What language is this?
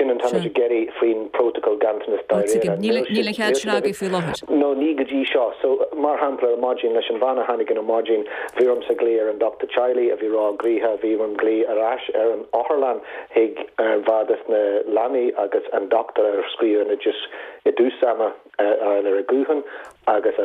Irish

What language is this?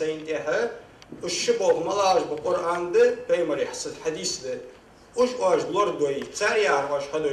Ingush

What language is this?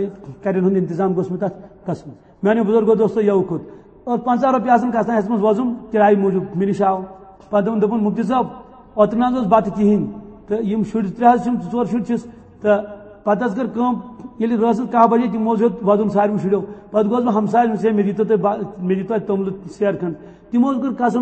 Kashmiri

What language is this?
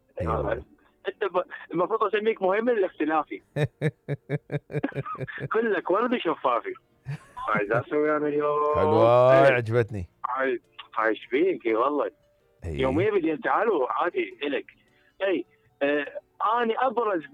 Mesopotamian Arabic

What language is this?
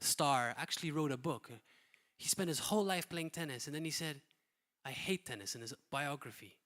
English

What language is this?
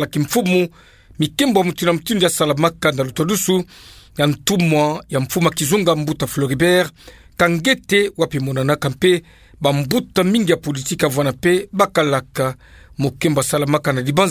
Kituba (Democratic Republic of Congo)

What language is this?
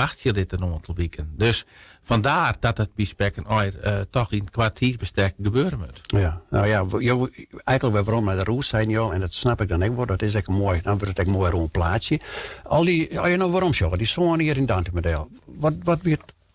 Western Frisian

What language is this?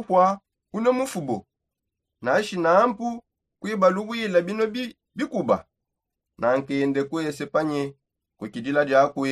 Songe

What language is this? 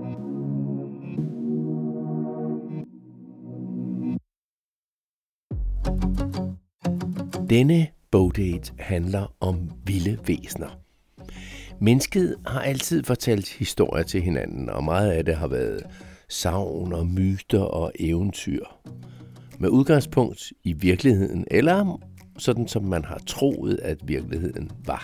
Danish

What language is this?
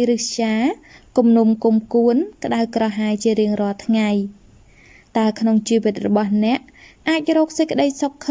Khmer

